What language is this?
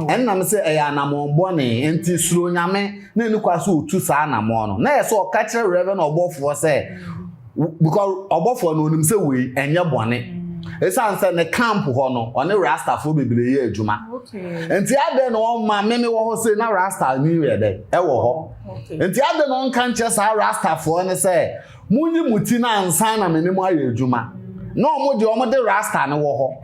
Akan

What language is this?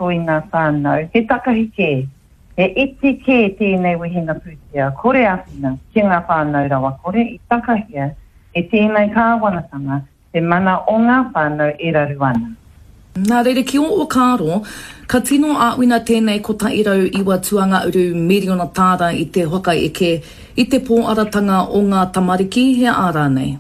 Māori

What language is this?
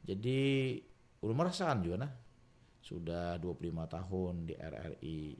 Banjar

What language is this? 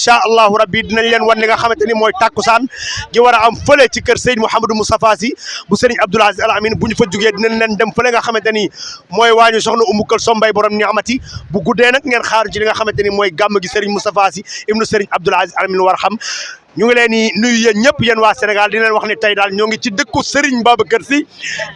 Wolof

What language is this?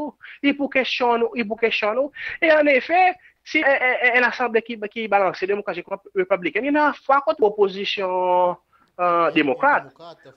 Seselwa Creole French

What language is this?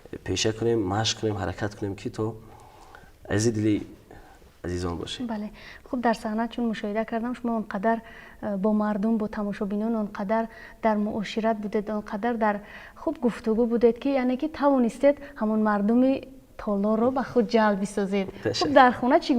Tajik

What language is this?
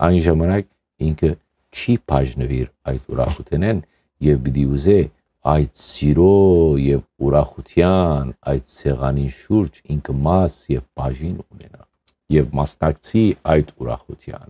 Western Armenian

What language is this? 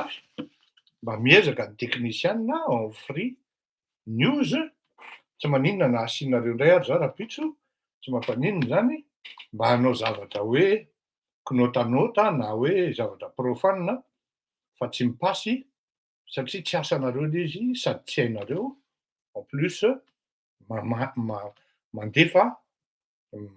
Malagasy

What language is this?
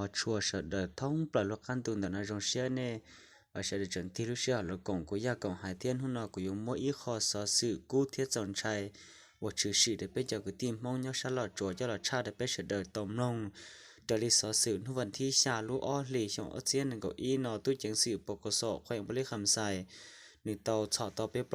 Hmong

